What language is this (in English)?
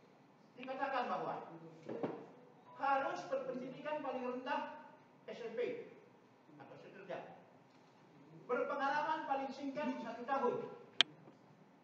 Indonesian